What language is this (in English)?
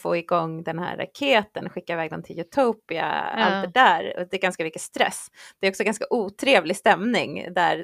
Swedish